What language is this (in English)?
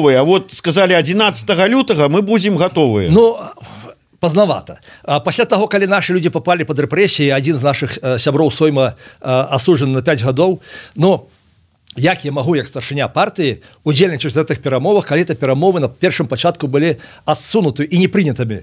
Belarusian